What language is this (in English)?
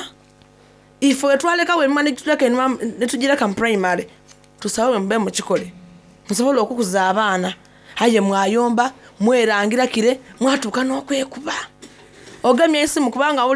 Soga